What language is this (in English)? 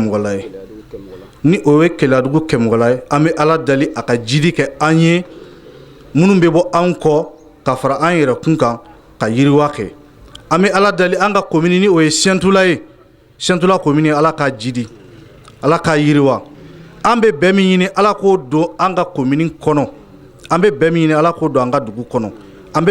Bambara